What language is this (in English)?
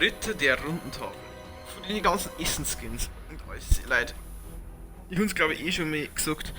Bavarian